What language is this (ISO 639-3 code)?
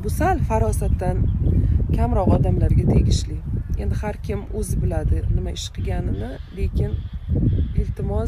uzb